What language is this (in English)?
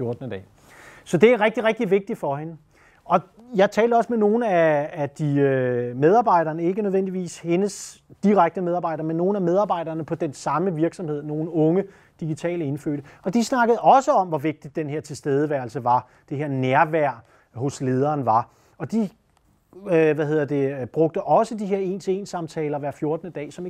Danish